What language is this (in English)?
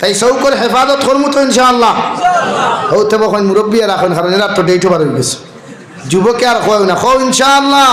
Sylheti